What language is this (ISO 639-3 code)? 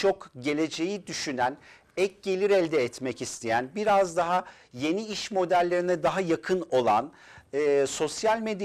tur